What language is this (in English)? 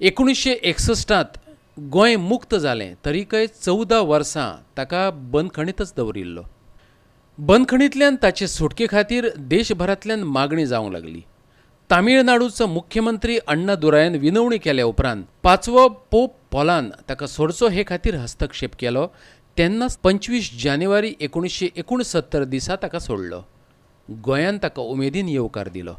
Konkani